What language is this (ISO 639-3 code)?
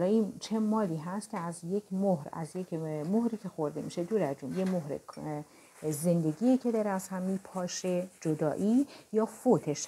fas